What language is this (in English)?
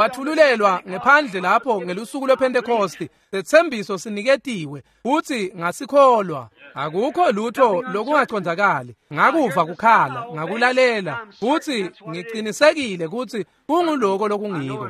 Swati